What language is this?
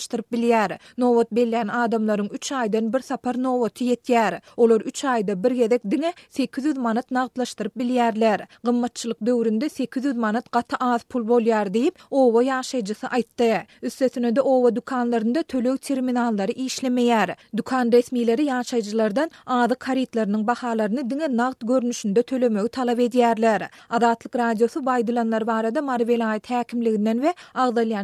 Turkmen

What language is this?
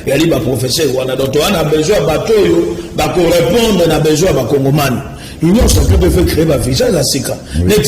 Lingala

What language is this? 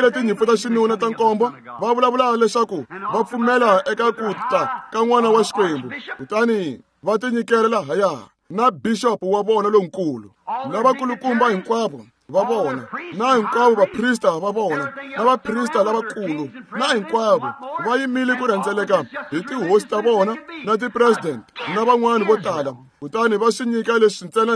Tsonga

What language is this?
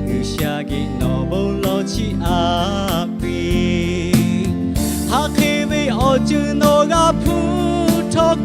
Lahu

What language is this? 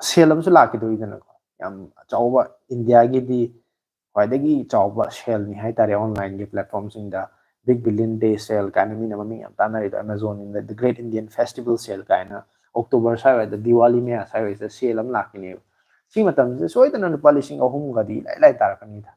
Manipuri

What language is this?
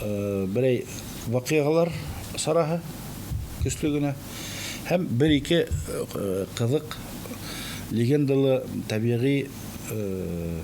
Bashkir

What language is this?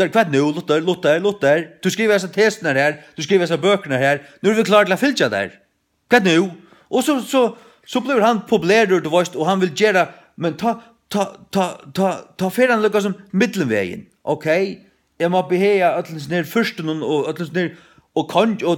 Faroese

